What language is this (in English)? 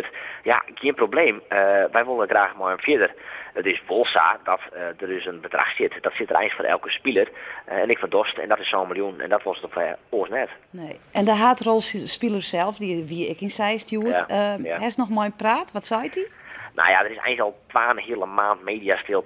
Western Frisian